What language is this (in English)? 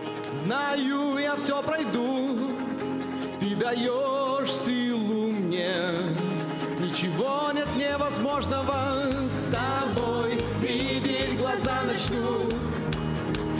Russian